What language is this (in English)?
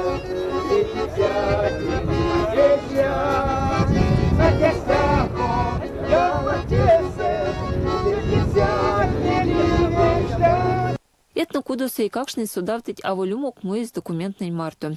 Erzya